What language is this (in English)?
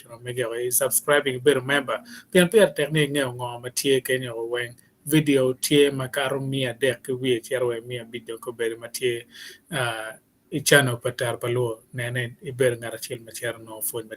Acoli